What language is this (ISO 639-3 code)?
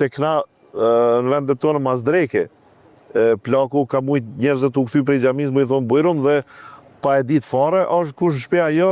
sqi